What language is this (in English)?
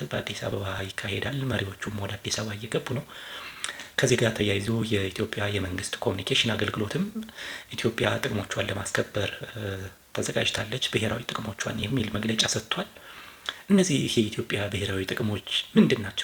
Amharic